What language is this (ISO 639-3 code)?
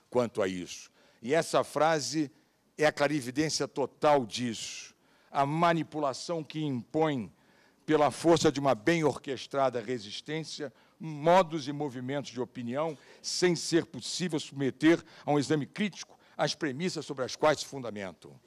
por